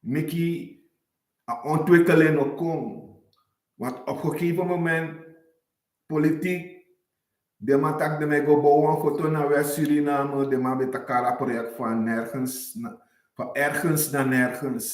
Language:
Sranan Tongo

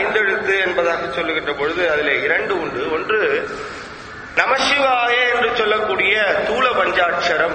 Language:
Tamil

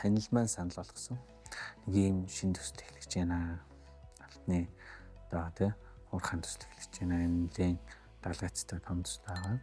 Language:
Mongolian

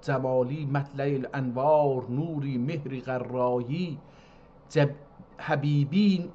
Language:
South Azerbaijani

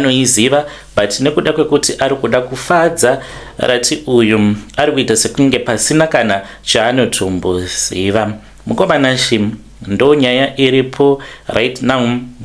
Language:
Shona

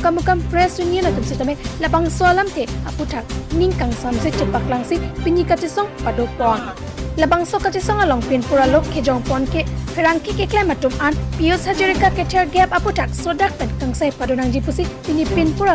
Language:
Karbi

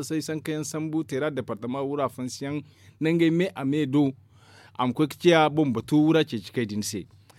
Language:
Zarma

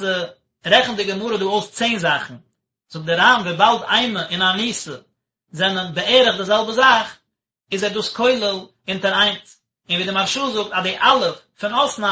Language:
Yiddish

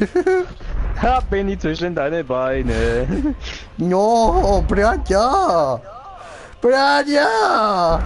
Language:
Swiss German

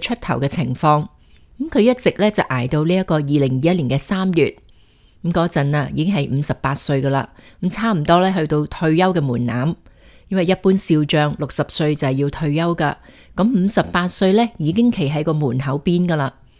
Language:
Cantonese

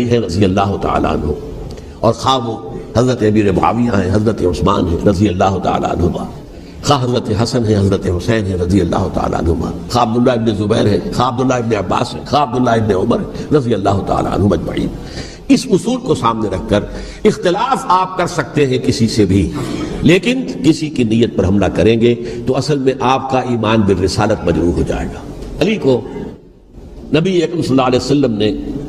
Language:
Urdu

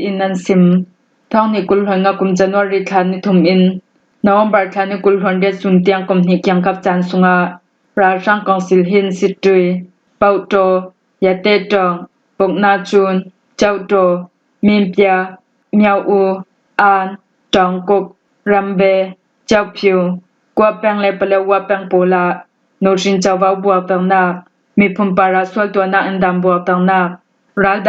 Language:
Falam Chin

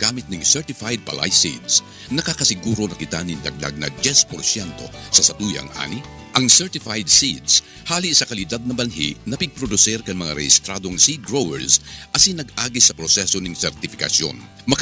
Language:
Bikol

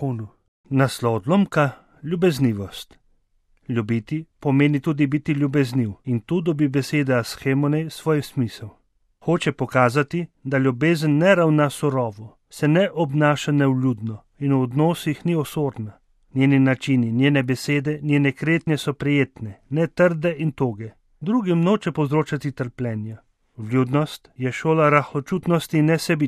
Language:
Slovenian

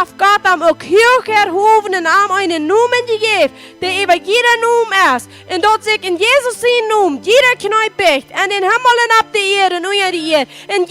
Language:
Plautdietsch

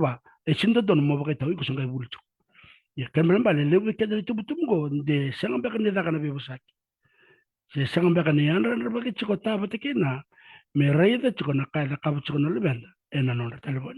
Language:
Fijian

